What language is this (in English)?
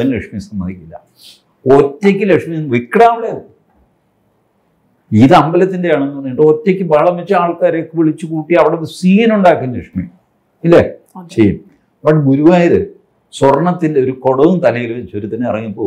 Malayalam